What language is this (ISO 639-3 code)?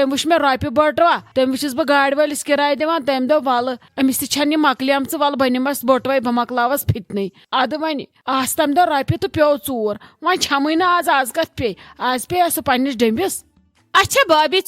kas